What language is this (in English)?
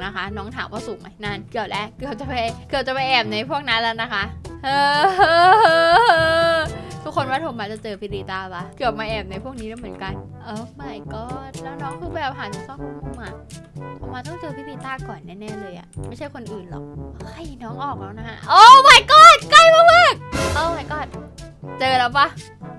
Thai